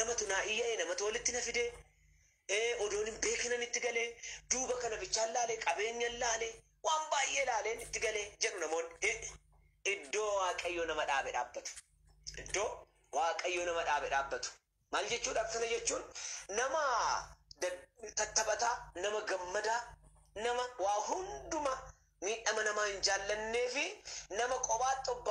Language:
Oromo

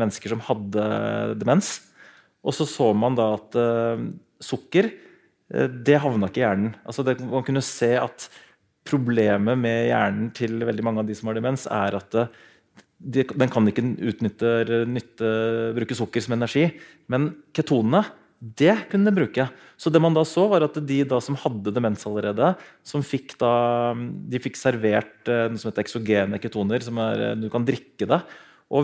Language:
Norwegian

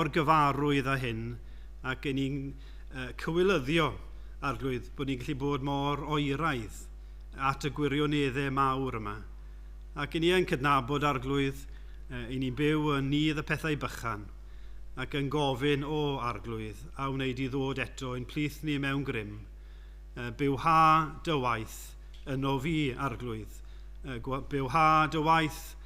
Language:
Welsh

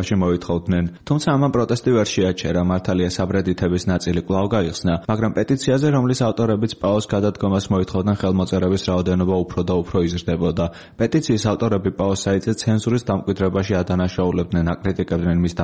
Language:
Georgian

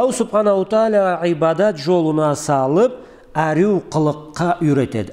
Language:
Karachay-Balkar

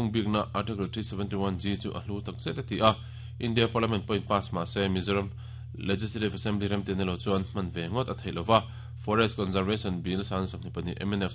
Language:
Mizo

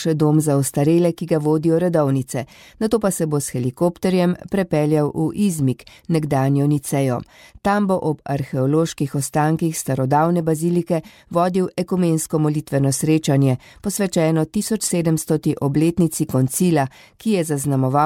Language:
Slovenian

